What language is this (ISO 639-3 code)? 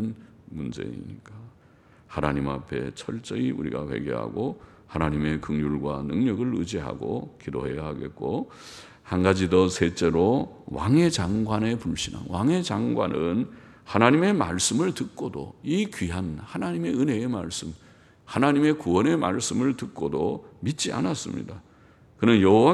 kor